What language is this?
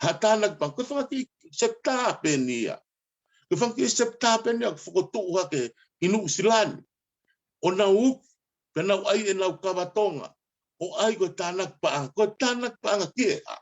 Tongan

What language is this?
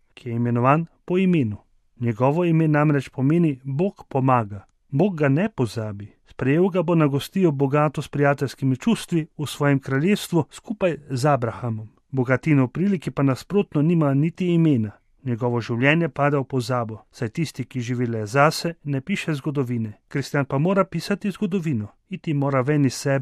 Slovenian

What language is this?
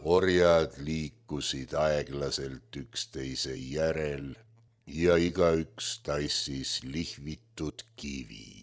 Estonian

